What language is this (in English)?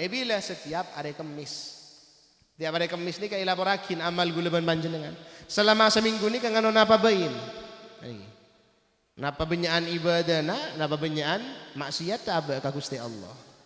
Madurese